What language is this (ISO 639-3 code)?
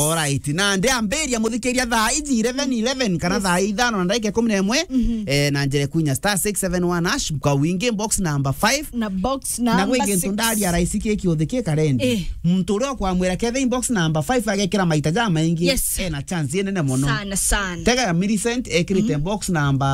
mer